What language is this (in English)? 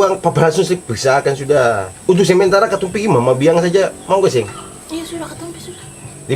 Ambonese Malay